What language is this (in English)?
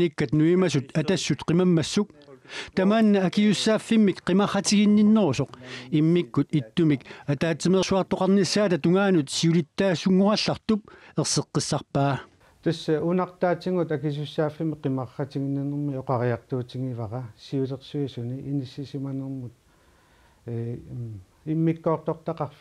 Kalaallisut